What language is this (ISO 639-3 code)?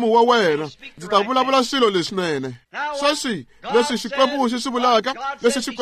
tso